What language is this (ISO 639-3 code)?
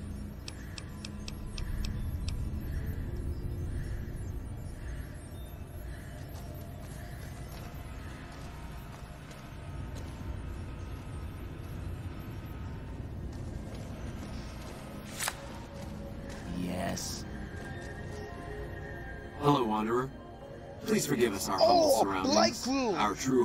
eng